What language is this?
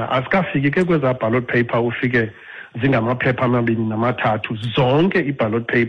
Xhosa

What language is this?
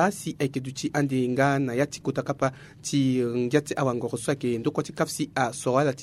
Sango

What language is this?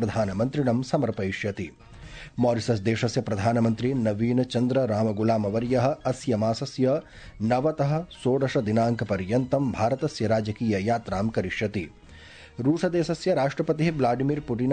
Sanskrit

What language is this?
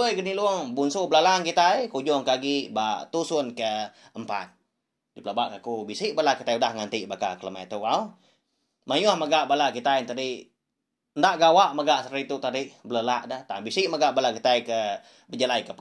Iban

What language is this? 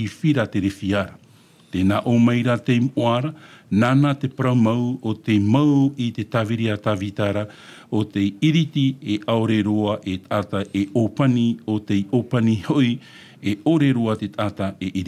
Tahitian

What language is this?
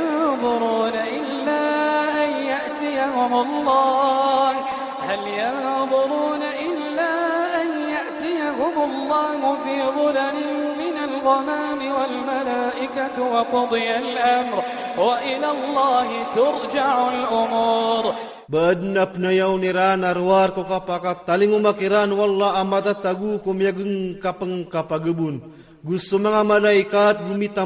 Iranun (Philippines)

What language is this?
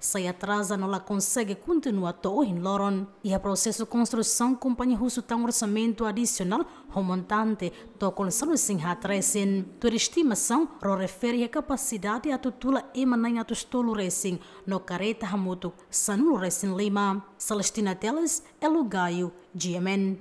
Tetum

